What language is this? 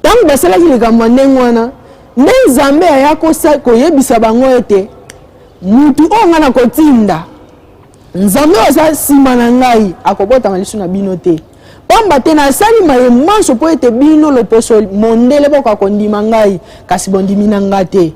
Lingala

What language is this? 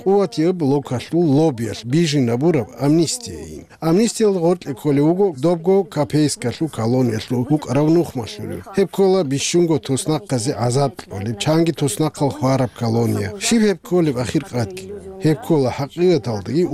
Avaric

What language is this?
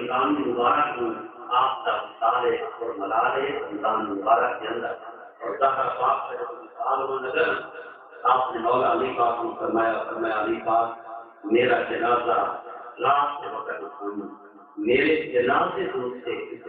Saraiki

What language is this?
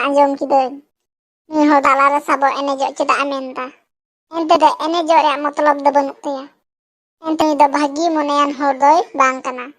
Santali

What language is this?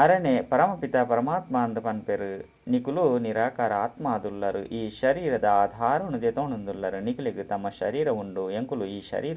Tulu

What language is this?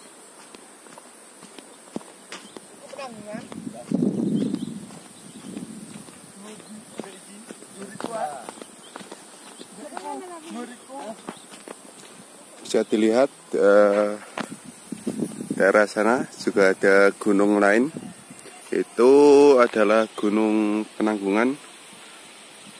Indonesian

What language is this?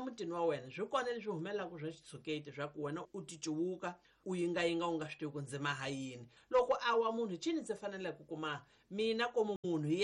Tsonga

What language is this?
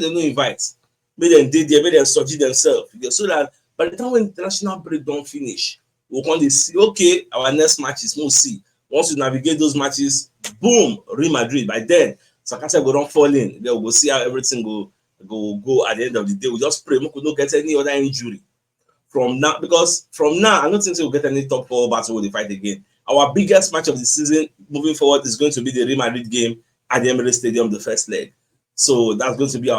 Nigerian Pidgin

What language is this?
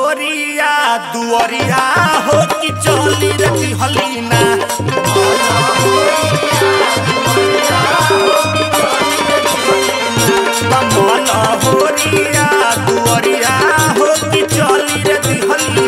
Bhojpuri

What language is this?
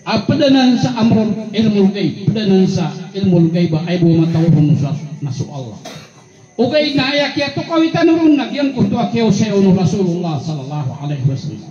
Maranao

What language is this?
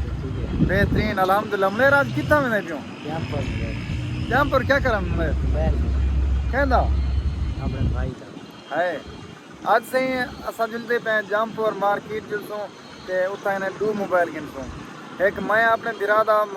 Saraiki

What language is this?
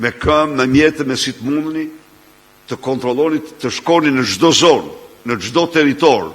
Albanian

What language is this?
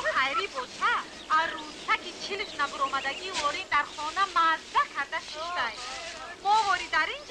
Tajik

